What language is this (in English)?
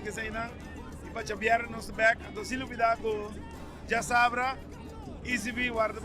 Papiamento